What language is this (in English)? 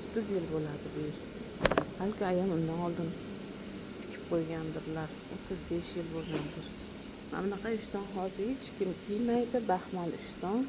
Uzbek